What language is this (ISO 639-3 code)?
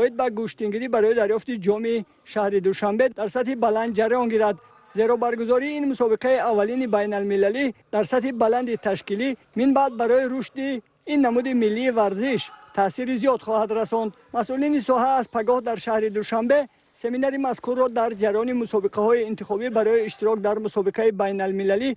tgk